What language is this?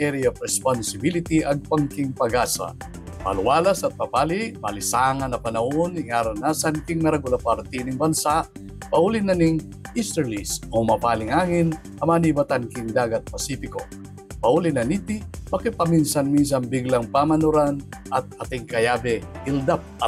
Pampanga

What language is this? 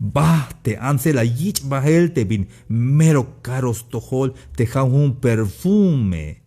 Tzeltal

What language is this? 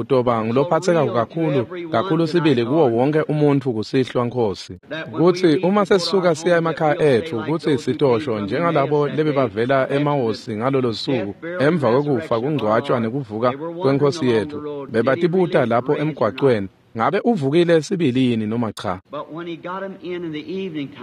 Swati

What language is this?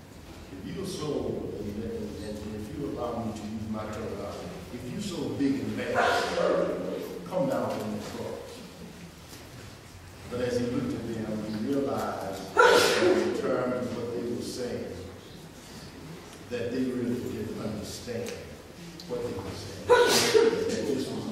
English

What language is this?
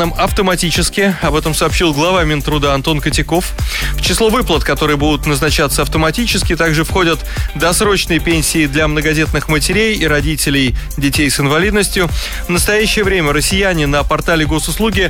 Russian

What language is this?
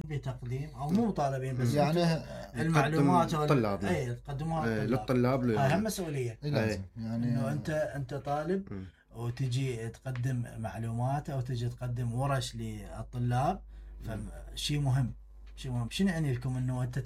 Mesopotamian Arabic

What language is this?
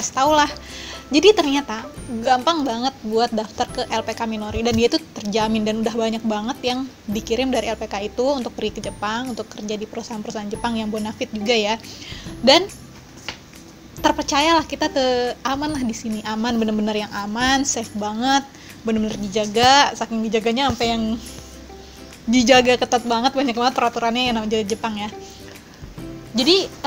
Indonesian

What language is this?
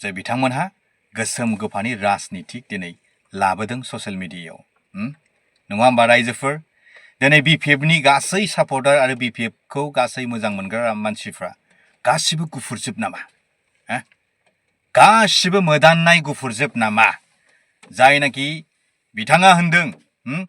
Bodo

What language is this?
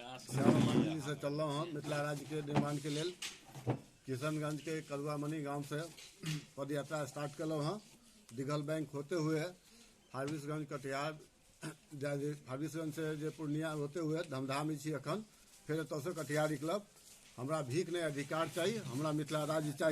Maithili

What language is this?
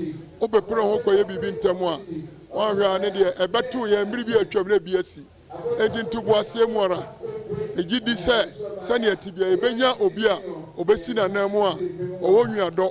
Akan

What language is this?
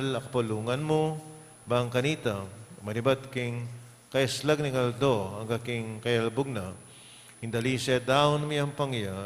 Pampanga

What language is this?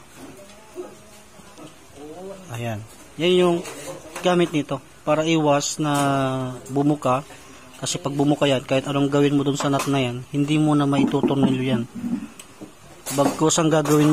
Filipino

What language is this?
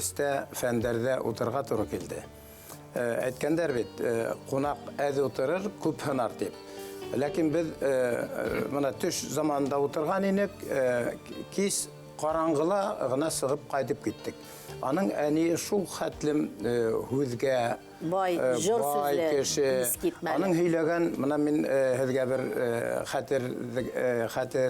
Bashkir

